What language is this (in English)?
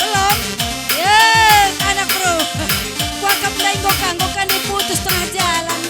Batak Karo